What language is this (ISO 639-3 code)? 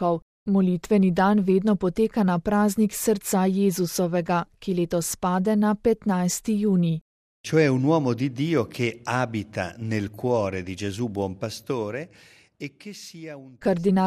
slv